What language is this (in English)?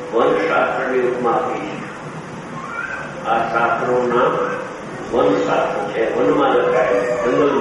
Gujarati